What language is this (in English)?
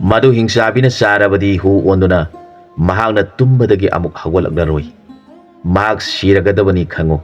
Manipuri